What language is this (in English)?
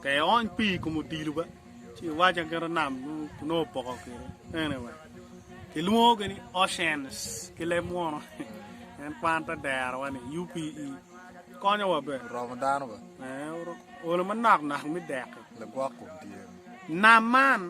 Acoli